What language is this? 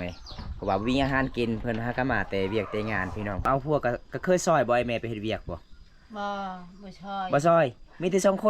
Lao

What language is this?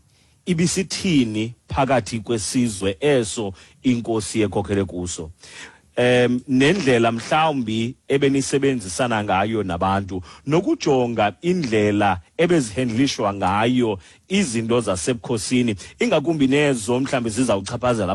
Xhosa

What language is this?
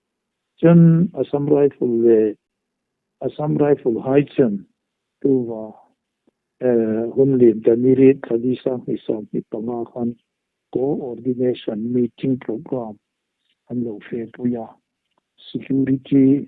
Hmar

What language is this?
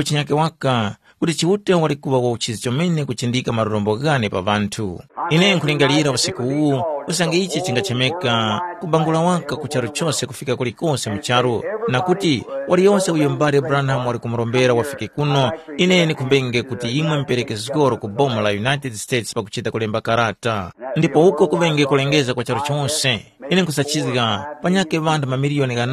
Tumbuka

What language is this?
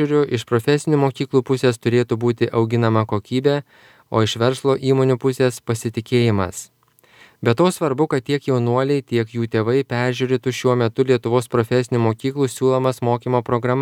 Lithuanian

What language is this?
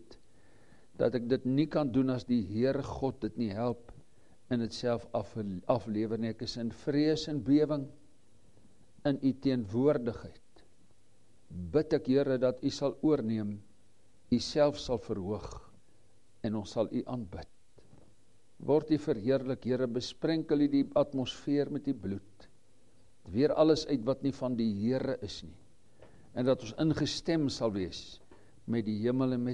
Afrikaans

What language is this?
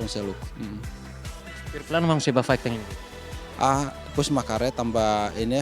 Tetum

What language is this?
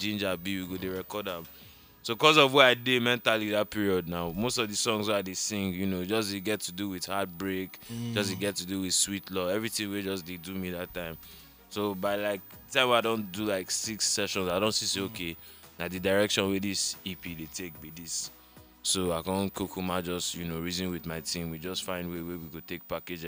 Nigerian Pidgin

